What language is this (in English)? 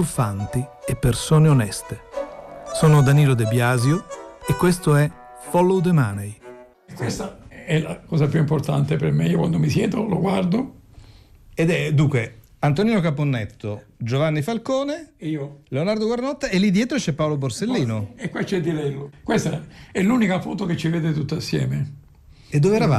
Italian